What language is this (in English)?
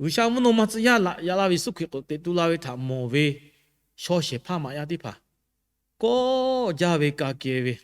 Lahu